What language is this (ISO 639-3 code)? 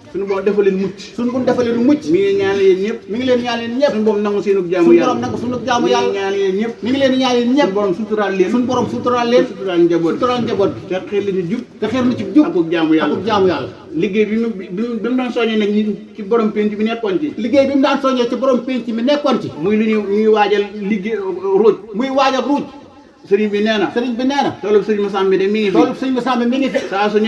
wol